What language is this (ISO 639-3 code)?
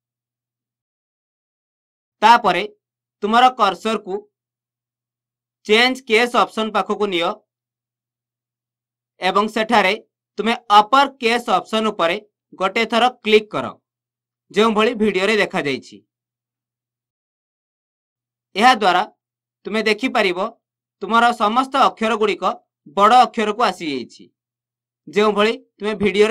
ori